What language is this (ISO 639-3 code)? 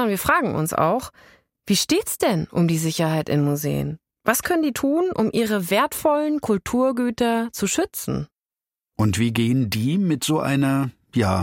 deu